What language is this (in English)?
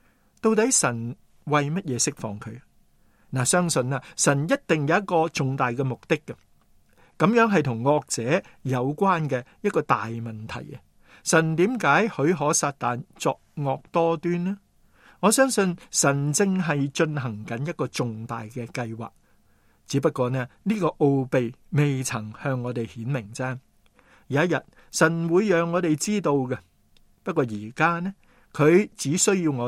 Cantonese